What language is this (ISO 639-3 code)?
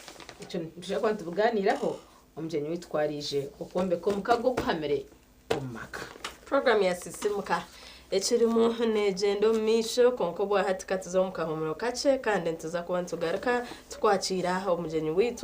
nyn